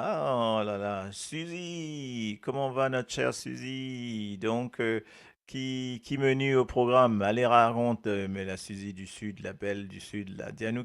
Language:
Morisyen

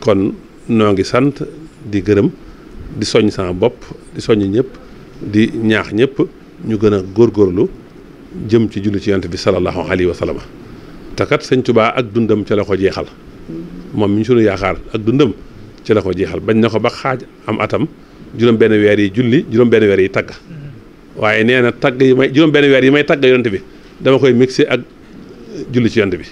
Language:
Wolof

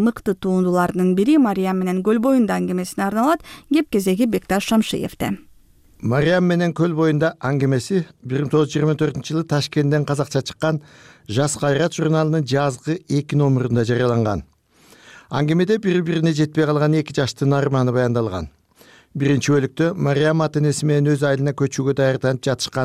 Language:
Kyrgyz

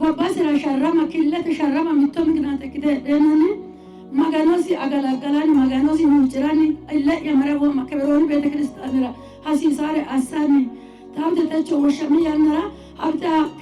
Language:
Sidamo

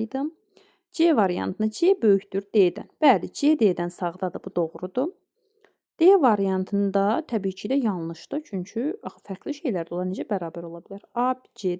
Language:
Azerbaijani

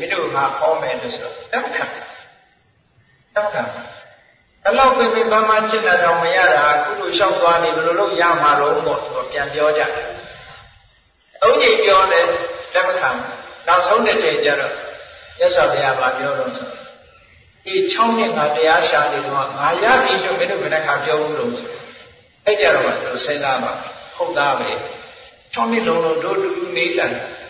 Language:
Burmese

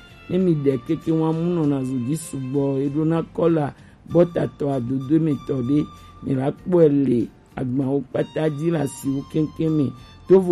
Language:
Gen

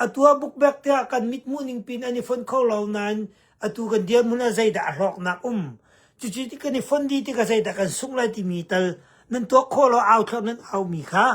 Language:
Hakha Chin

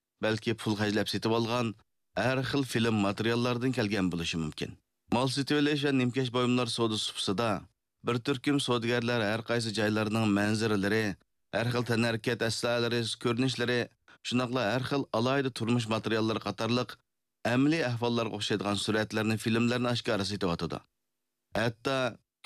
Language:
Uyghur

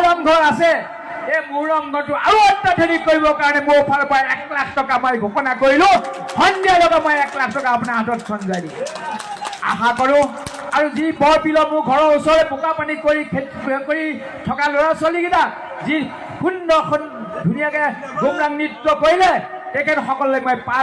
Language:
Assamese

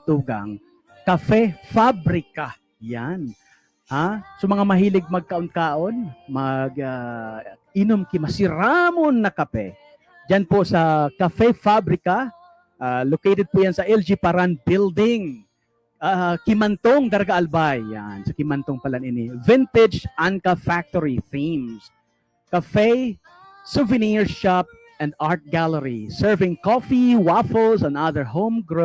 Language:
Bikol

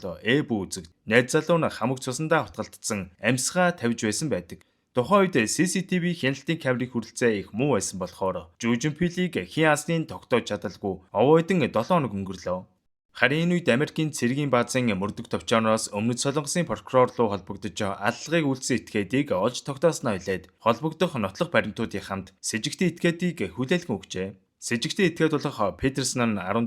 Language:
Mongolian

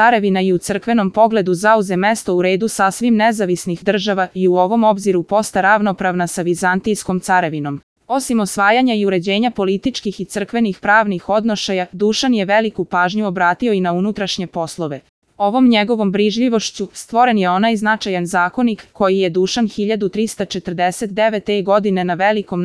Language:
Serbian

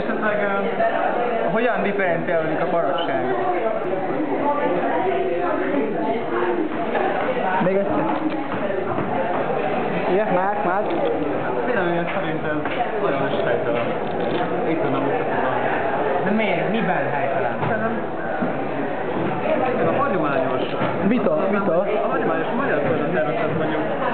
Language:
Hungarian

